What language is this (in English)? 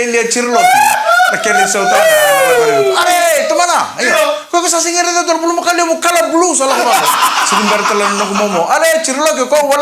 Fijian